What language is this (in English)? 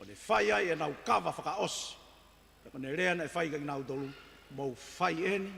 Tongan